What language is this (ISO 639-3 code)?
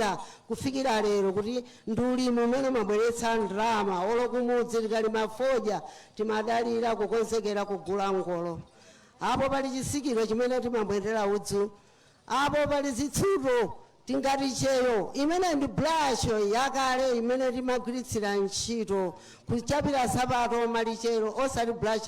nya